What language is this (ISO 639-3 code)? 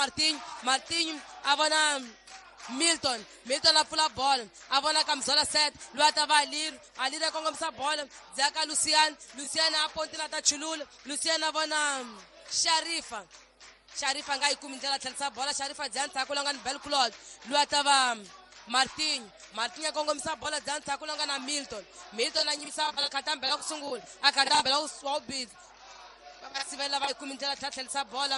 tso